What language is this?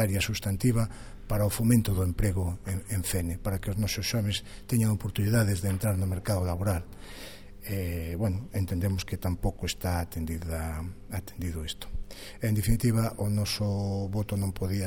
Galician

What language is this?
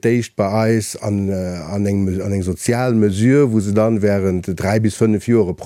Luxembourgish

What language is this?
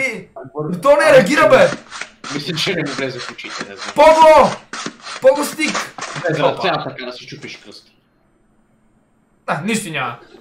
Bulgarian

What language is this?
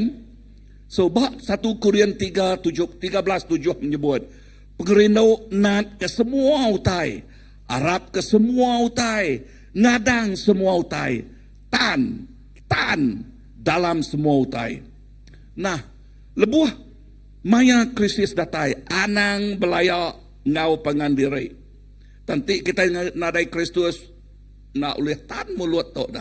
Iban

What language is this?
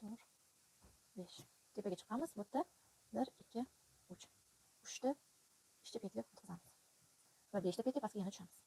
Uzbek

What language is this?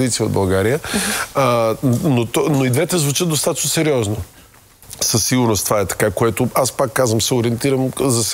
Bulgarian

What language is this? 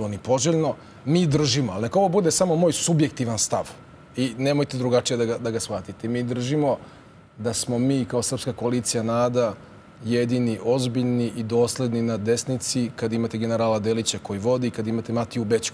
Serbian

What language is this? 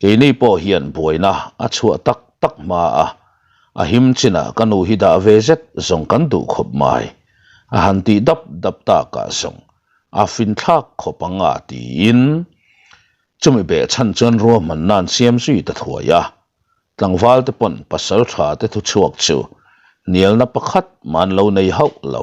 Mizo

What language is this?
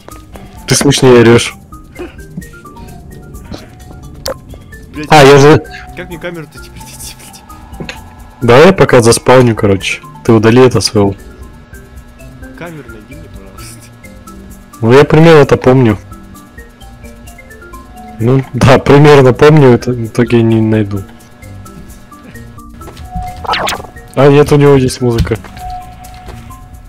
Russian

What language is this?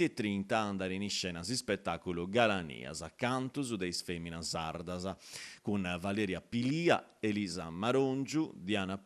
Sardinian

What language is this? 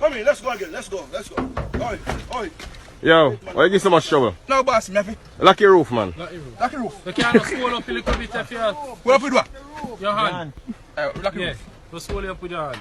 Jamaican Creole English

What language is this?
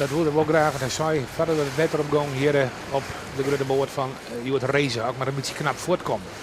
Western Frisian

